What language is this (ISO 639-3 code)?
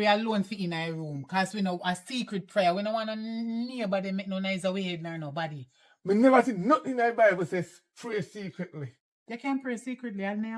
jam